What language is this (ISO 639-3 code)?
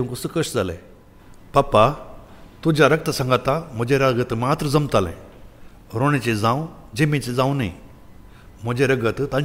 kok